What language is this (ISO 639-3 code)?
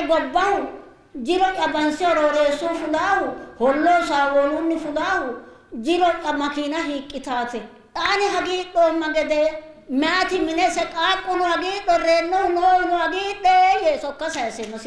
sid